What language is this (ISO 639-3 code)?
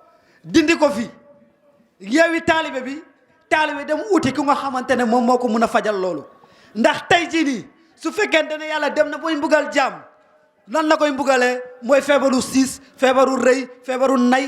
wol